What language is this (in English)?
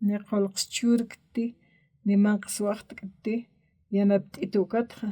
Aymara